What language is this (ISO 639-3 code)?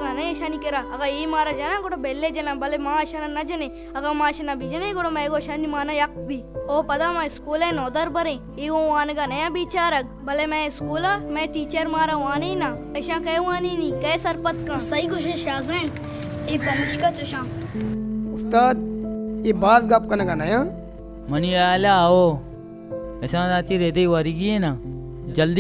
bal